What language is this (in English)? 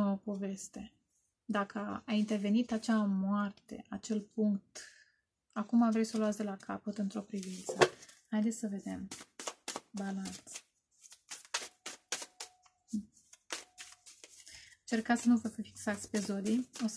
Romanian